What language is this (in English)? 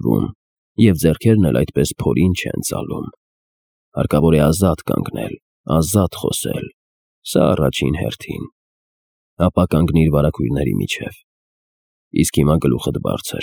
Armenian